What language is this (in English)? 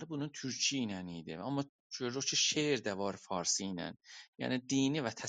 South Azerbaijani